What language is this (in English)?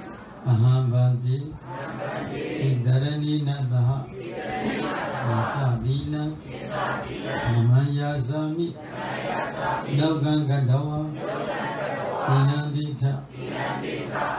Burmese